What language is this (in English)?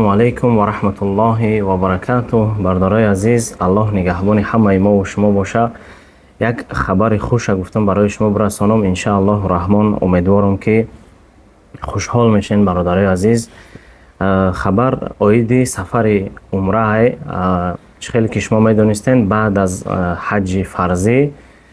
Tajik